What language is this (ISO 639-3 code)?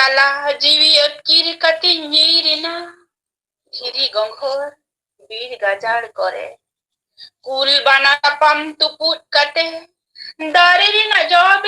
sat